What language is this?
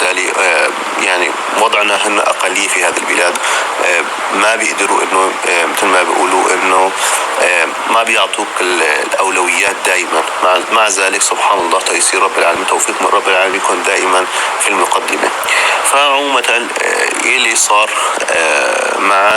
North Levantine Arabic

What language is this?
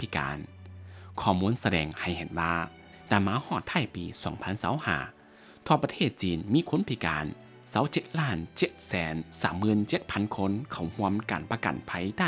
Lao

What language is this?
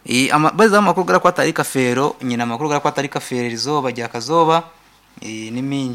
Nyankole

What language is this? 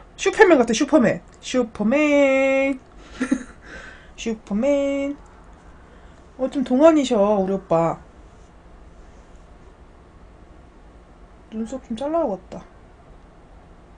Korean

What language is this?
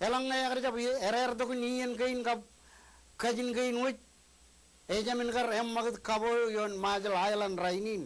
Marshallese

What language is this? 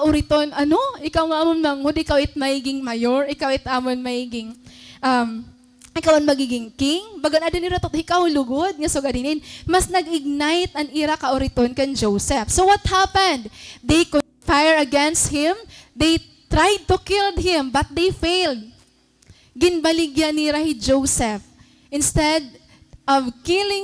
Waray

